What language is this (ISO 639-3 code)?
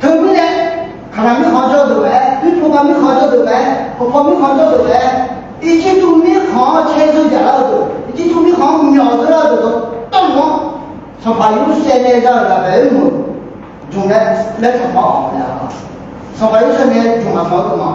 ahk